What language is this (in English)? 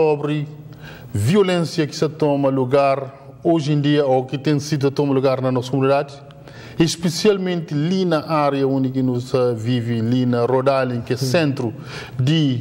Kabuverdianu